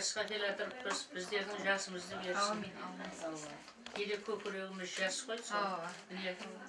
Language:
Kara-Kalpak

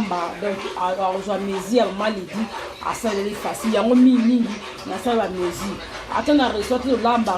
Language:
Lingala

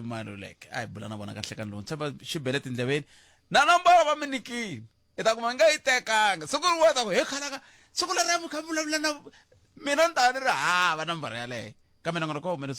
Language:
Tsonga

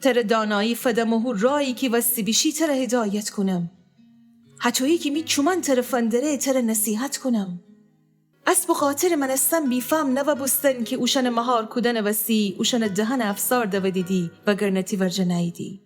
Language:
Gilaki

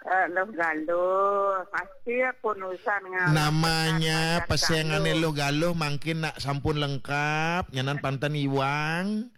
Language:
Balinese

